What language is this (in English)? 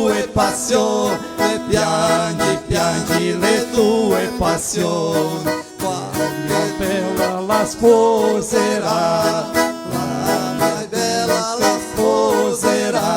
Venetian